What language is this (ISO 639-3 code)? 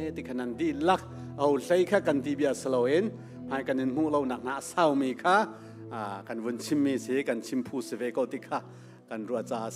cnh